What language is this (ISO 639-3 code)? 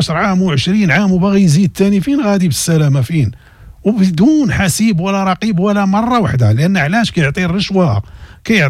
ary